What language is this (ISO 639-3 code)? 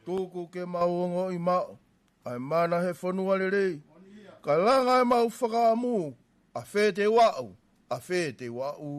ton